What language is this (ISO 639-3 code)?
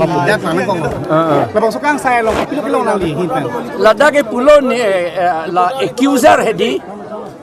mjw